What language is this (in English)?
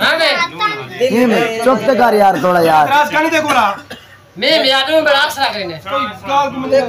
Saraiki